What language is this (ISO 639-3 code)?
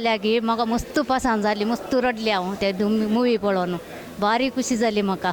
kok